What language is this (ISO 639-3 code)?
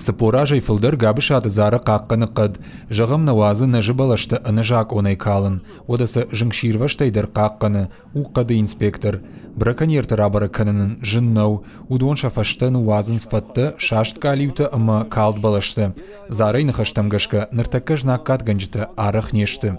oss